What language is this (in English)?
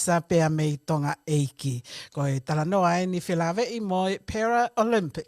Tongan